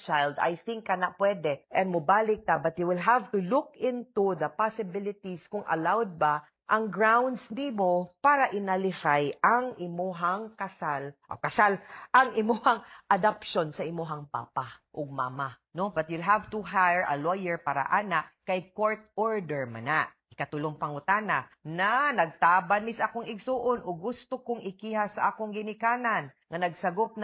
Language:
Cebuano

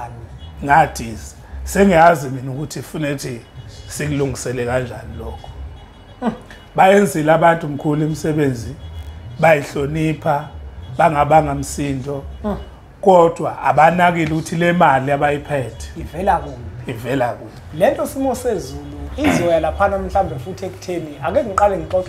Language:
Zulu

